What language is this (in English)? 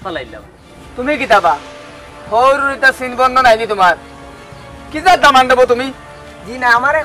Sylheti